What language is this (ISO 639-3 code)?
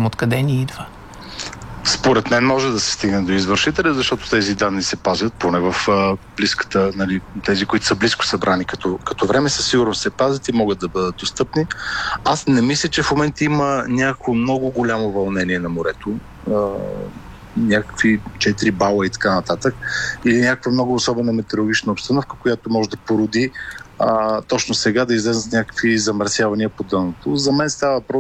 bul